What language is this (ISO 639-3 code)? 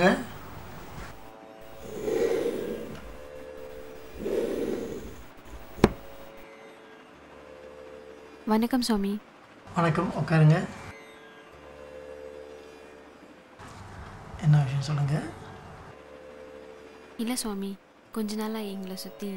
tam